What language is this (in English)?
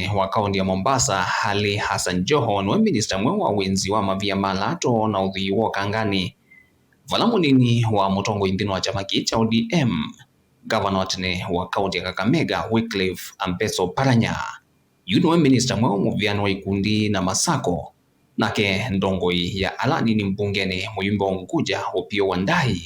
Kamba